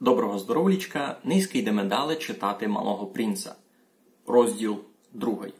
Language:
Rusyn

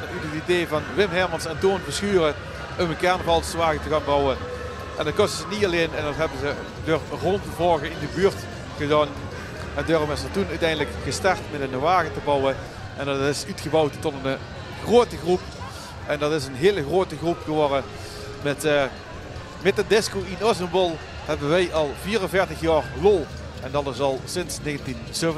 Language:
Limburgish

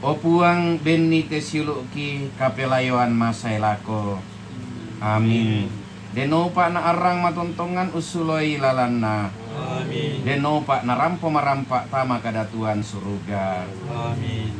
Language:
Toraja-Sa'dan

